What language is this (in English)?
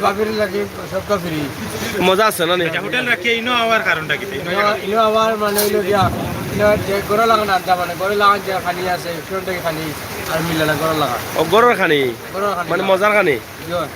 Sylheti